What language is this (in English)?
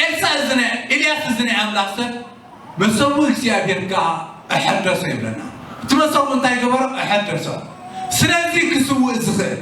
Tigrinya